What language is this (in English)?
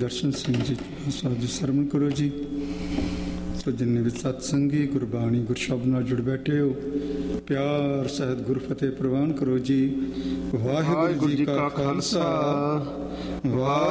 Punjabi